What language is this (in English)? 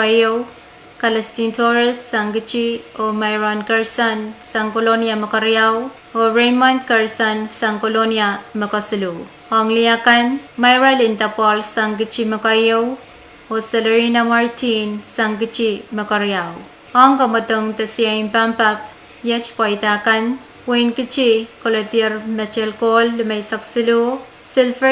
Pohnpeian